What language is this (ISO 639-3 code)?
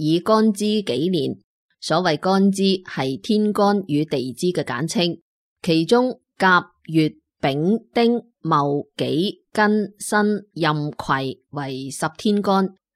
yue